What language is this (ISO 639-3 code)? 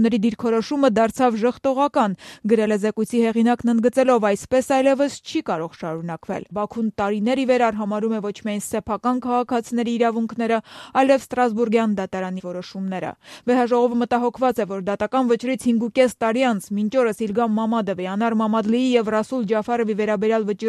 hye